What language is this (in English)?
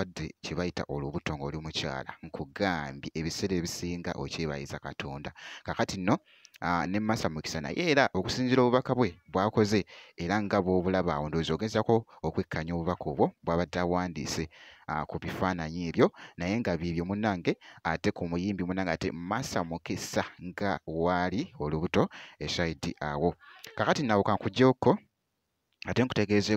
Ganda